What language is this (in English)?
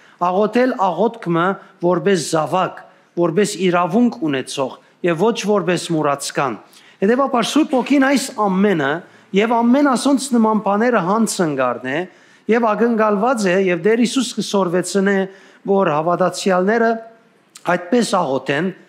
Western Armenian